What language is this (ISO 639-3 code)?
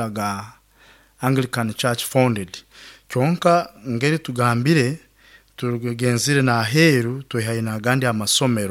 nyo